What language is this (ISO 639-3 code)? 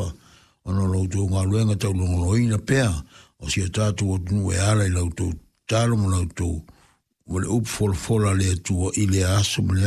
smo